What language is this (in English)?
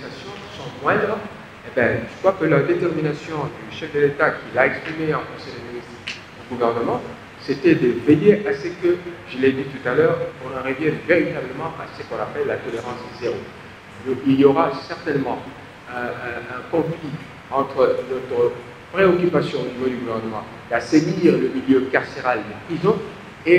French